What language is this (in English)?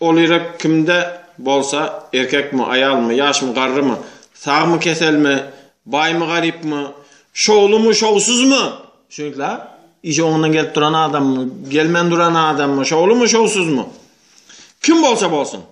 Turkmen